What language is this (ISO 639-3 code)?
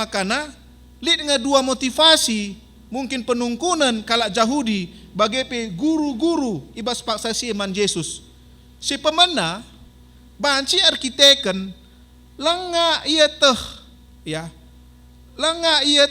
btx